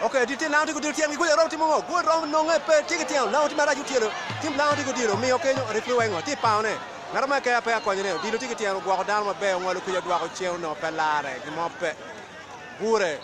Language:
Acoli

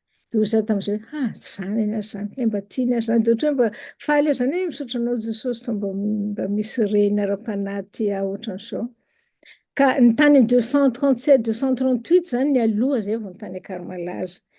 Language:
Malagasy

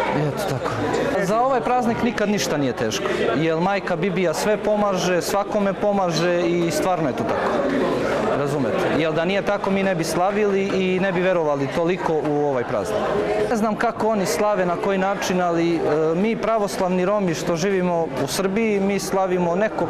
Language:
Serbian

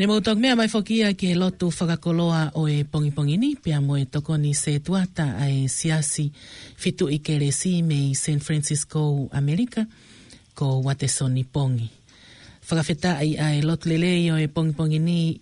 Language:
Tongan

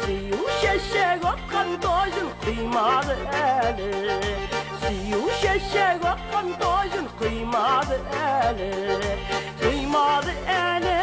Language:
Bashkir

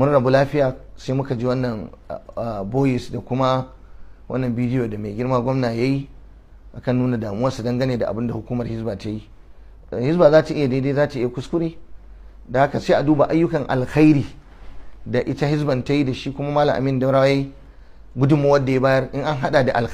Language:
Hausa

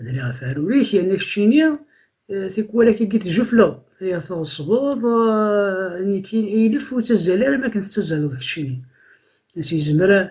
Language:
Kabyle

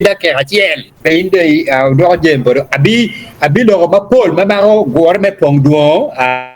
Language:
Acoli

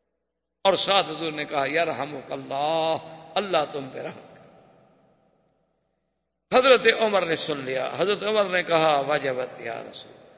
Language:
Urdu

